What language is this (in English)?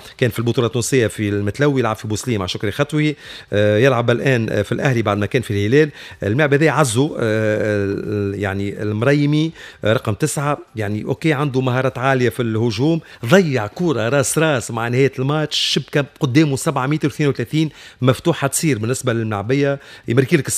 Tunisian Arabic